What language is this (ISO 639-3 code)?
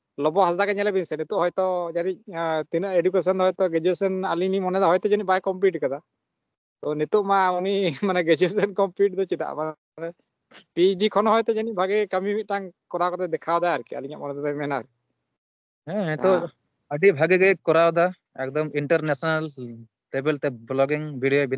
sat